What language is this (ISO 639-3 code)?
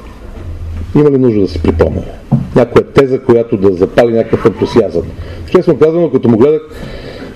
bul